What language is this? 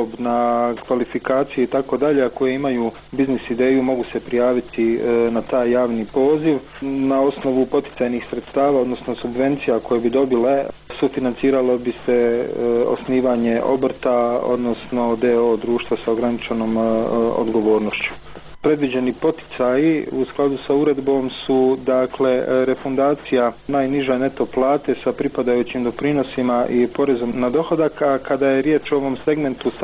Bosnian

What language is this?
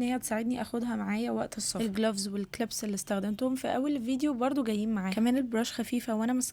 Egyptian Arabic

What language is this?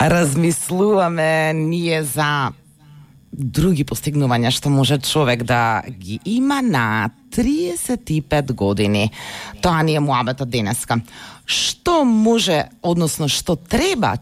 Macedonian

